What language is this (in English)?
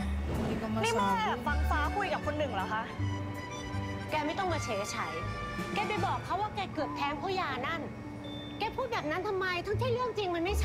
Thai